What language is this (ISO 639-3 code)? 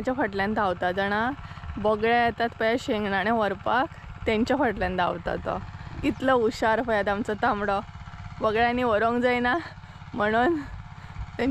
kok